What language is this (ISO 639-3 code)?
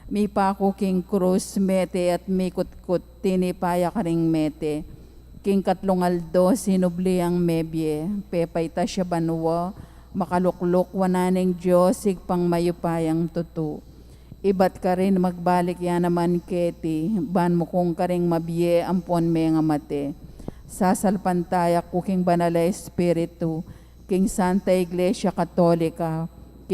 pam